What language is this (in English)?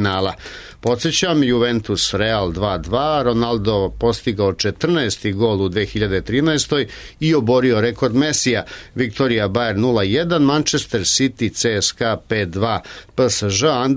Serbian